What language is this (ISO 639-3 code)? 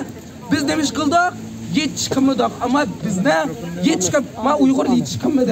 uig